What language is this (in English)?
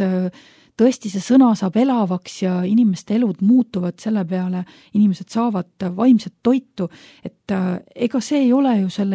Estonian